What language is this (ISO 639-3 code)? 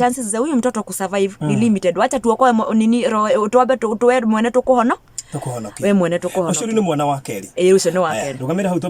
kik